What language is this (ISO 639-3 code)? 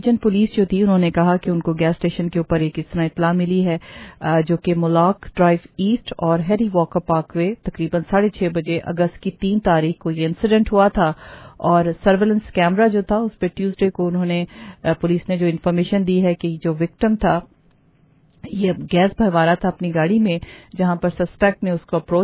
urd